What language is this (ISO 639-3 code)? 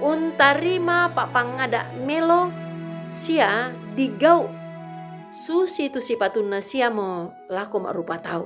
sda